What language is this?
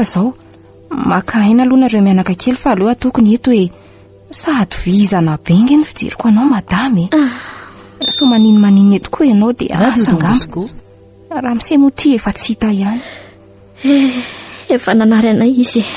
Malagasy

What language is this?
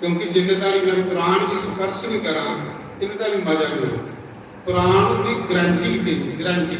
Dogri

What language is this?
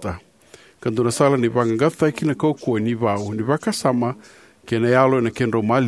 Fijian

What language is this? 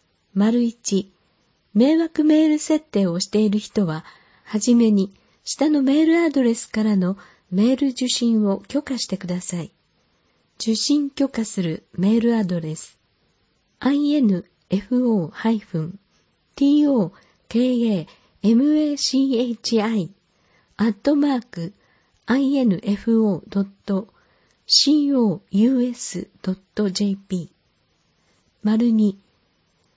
Japanese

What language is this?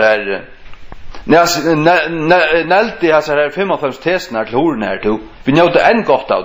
Faroese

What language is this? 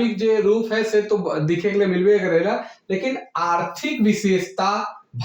Sadri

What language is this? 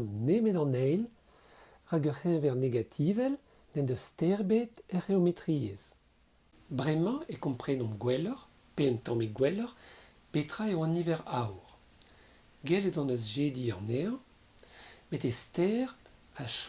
Breton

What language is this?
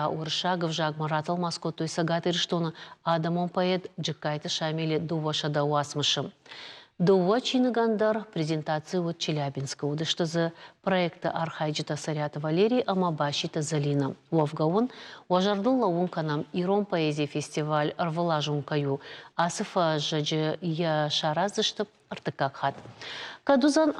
Ossetic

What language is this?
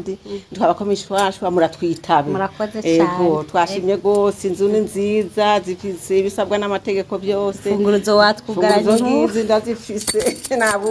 Rundi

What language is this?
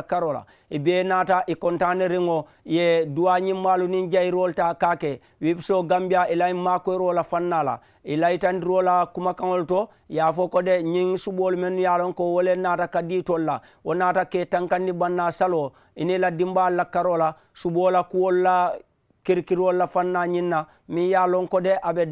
Mandingo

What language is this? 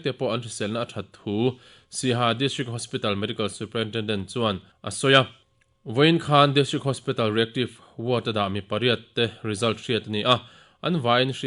Mizo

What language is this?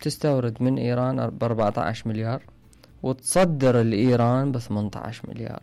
Mesopotamian Arabic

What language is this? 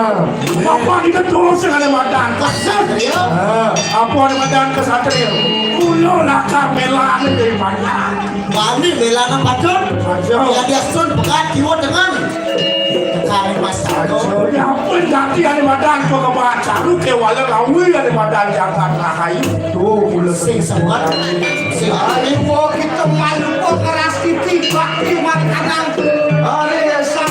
Balinese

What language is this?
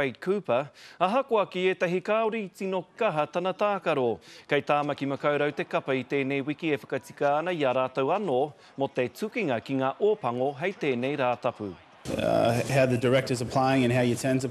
Māori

